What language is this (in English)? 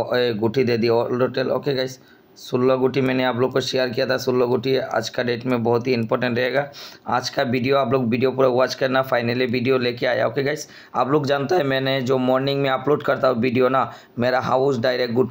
Hindi